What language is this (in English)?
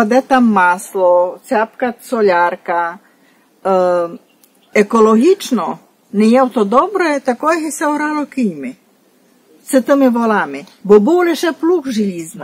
Rusyn